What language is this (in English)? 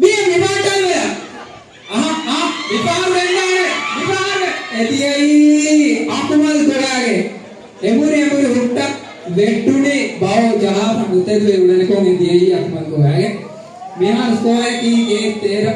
Divehi